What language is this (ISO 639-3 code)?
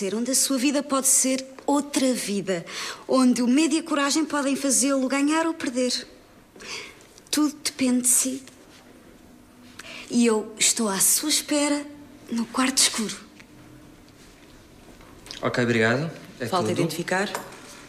por